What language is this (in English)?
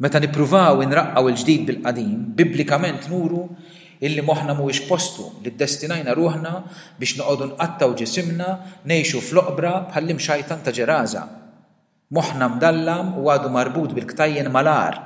Maltese